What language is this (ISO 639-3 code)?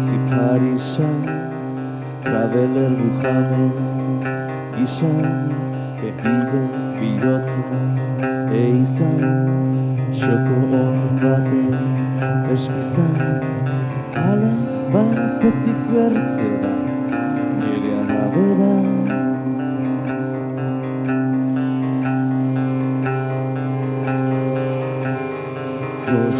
eus